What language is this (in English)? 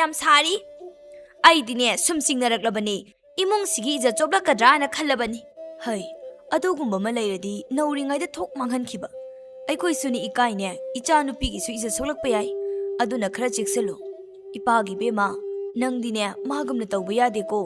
Manipuri